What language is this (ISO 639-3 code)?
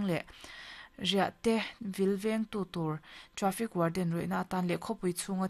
lus